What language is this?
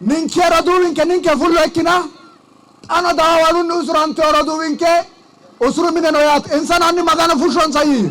Sidamo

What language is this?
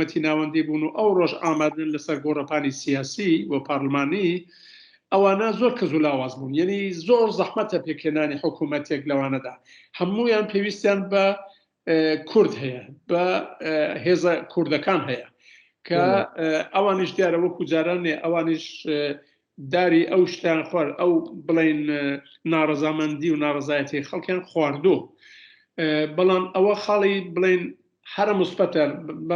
Central Kurdish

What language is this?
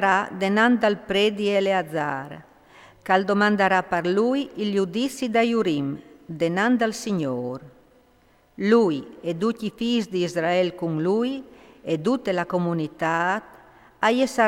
Friulian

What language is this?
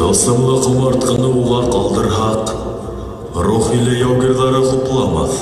Bashkir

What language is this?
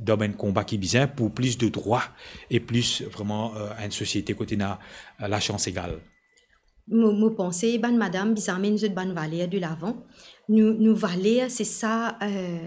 Morisyen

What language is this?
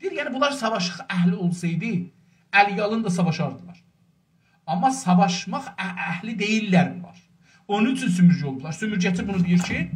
South Azerbaijani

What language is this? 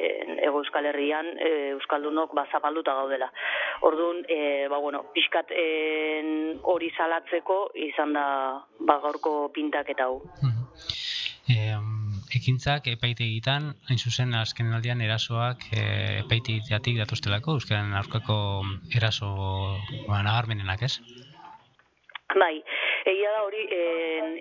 Basque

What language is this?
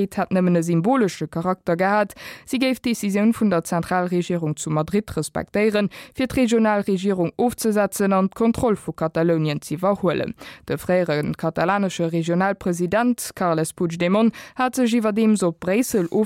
Luxembourgish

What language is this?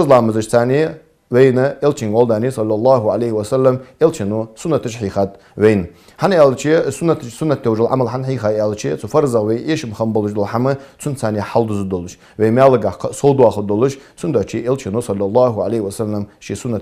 Ingush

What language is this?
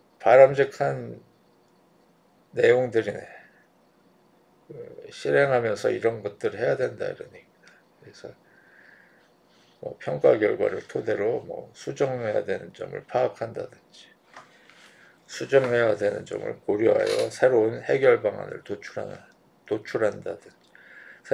Korean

